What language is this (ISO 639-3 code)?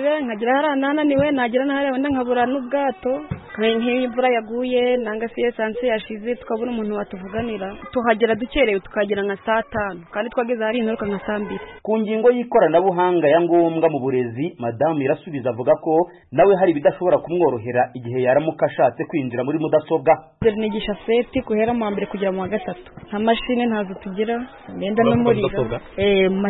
kin